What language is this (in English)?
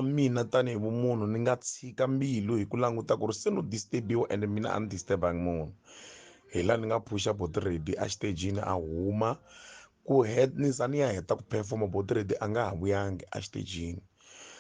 Tsonga